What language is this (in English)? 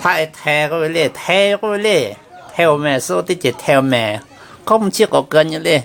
Lahu